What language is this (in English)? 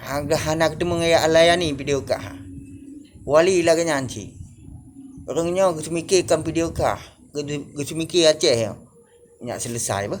Achinese